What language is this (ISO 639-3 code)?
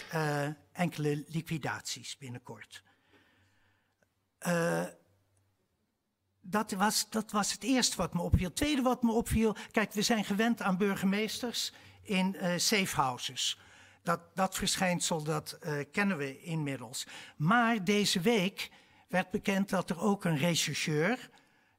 nld